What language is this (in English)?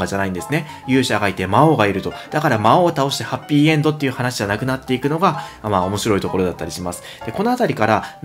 Japanese